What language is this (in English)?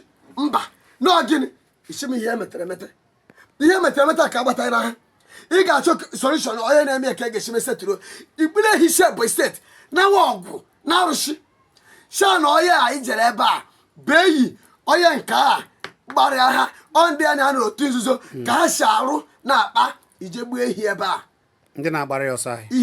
Igbo